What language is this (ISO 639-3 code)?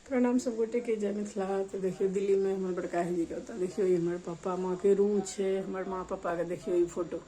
mai